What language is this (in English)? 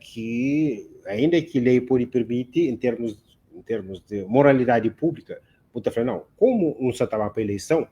Kabuverdianu